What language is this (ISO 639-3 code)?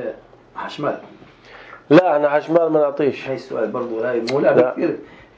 apc